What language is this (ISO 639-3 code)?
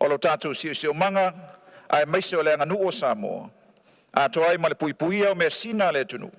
smo